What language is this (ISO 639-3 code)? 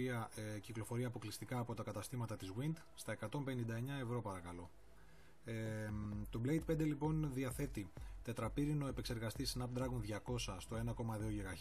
ell